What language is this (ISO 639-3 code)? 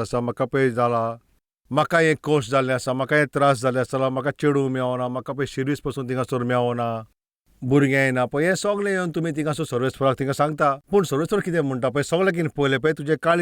kok